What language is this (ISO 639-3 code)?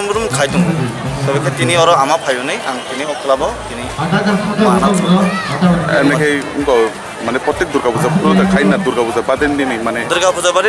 trp